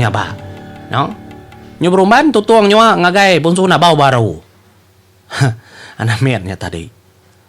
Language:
Iban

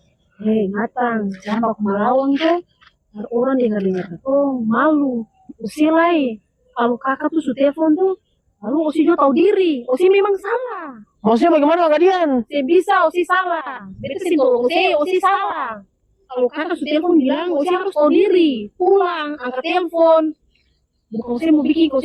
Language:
Ambonese Malay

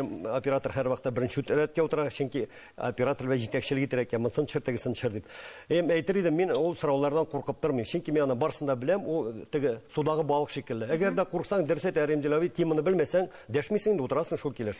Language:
Tatar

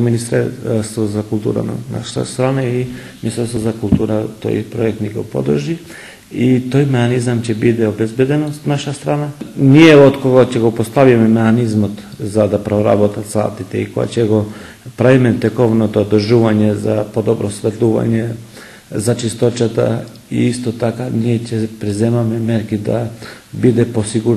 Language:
Macedonian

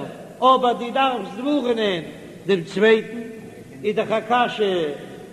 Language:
Yiddish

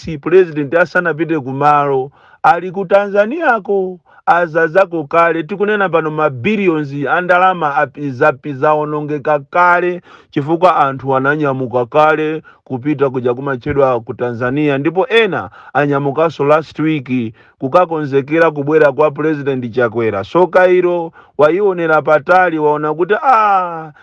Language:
Nyanja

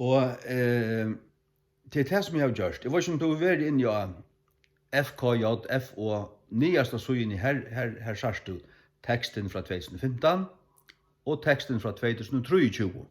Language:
Faroese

